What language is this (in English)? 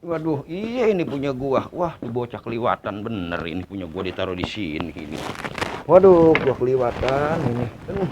Betawi